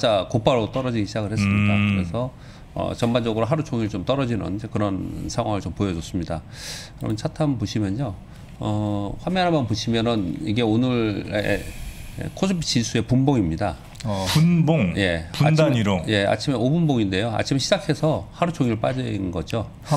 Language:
Korean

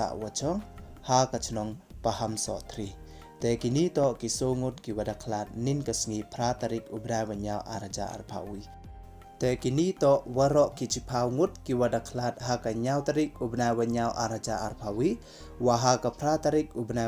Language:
Pnar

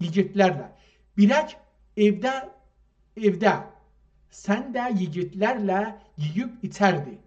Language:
South Azerbaijani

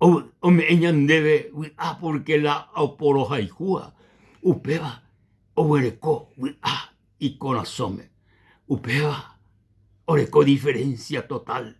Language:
Guarani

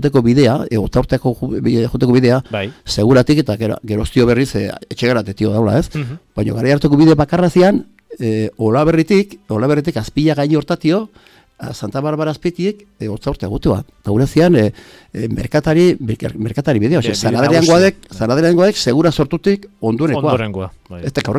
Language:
Basque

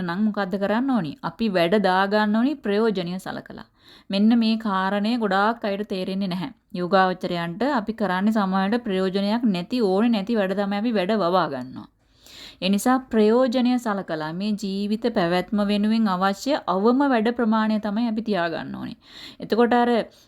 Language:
Sinhala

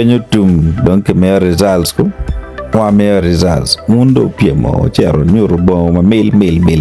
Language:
Acoli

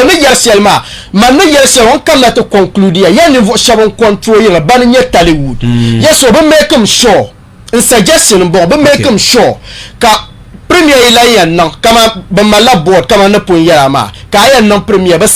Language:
Dagbani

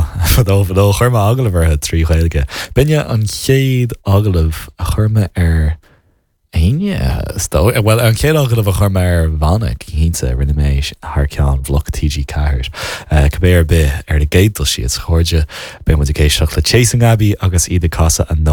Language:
Irish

